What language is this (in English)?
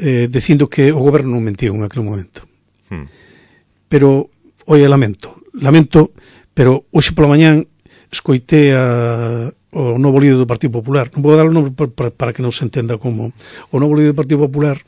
Galician